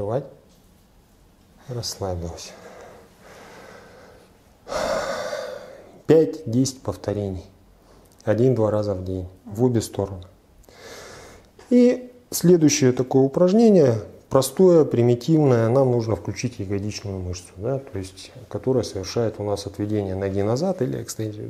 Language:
Russian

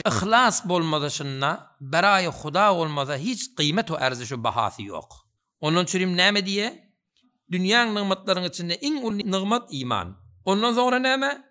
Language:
Turkmen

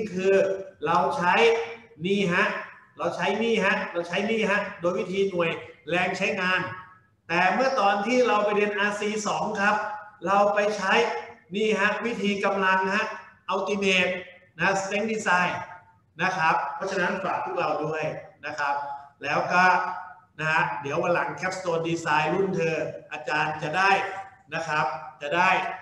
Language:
Thai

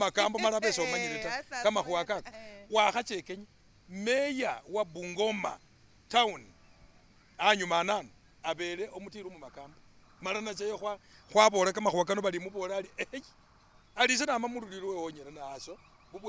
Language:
Masaaba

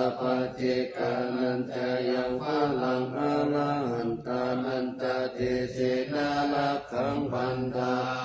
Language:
Pali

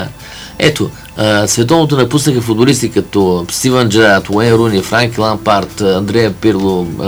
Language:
Bulgarian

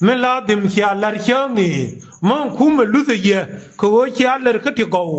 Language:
Nuer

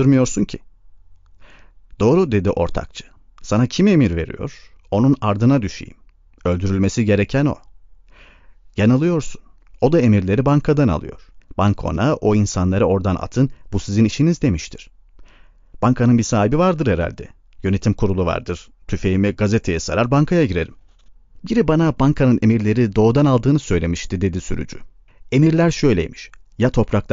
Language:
Turkish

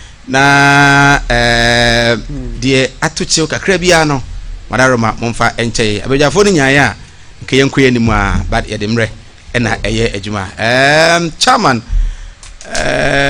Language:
Akan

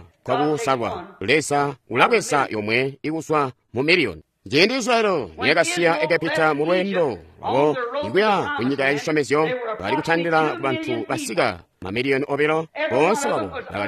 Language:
Tonga (Zambia)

